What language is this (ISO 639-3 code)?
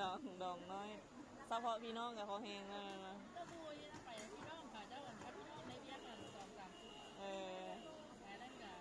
lao